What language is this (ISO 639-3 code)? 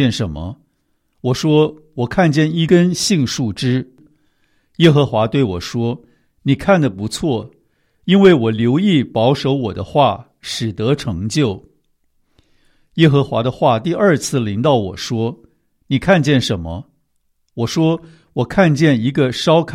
zho